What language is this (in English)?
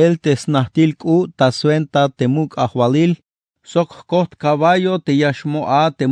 Tzeltal